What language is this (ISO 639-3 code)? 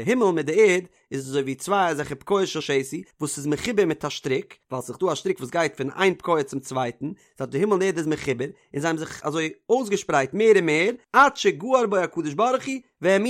yid